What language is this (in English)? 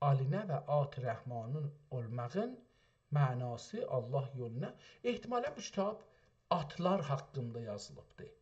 South Azerbaijani